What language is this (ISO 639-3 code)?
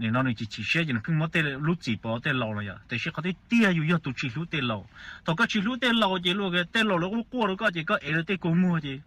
hmn